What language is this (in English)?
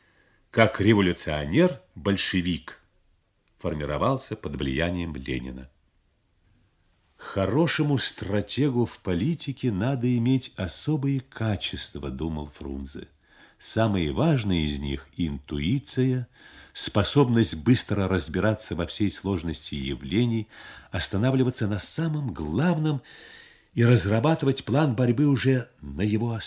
Russian